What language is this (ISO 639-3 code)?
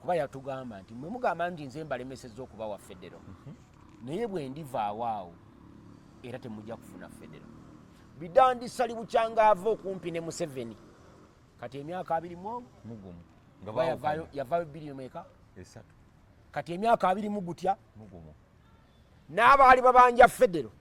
lug